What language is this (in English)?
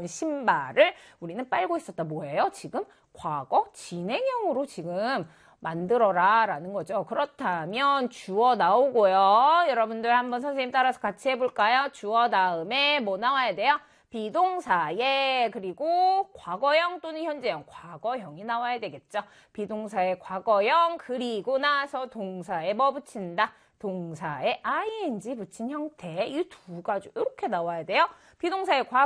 Korean